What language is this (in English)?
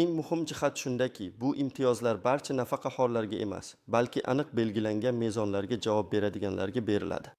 Uzbek